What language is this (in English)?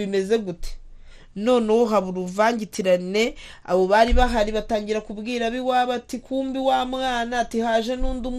Kinyarwanda